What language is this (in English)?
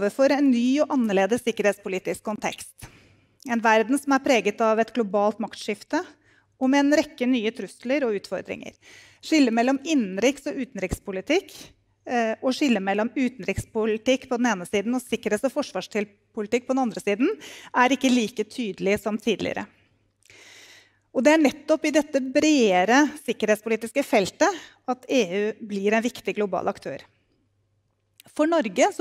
Norwegian